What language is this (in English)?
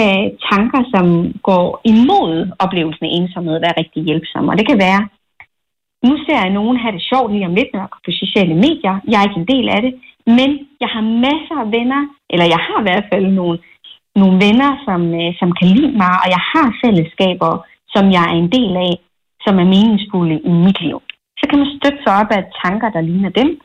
Danish